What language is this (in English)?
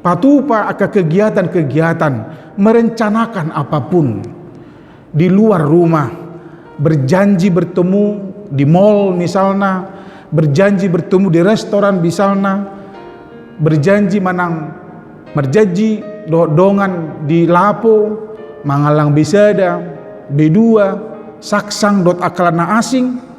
Batak Toba